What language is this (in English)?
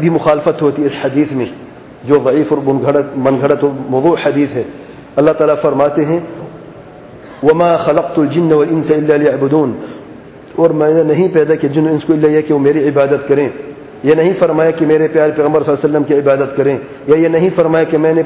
Urdu